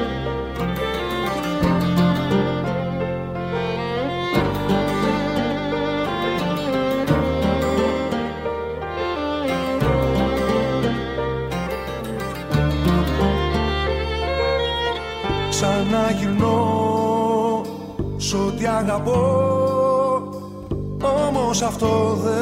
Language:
Greek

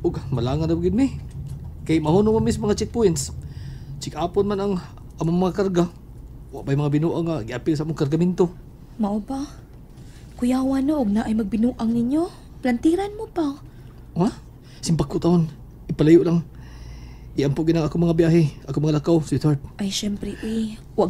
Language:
Cebuano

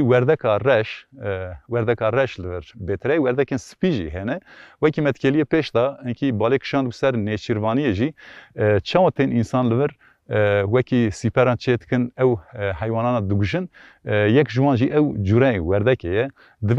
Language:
Kurdish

